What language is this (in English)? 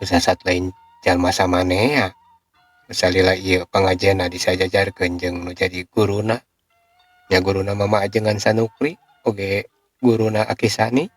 Sundanese